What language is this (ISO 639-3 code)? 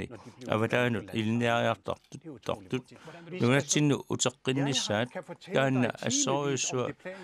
kal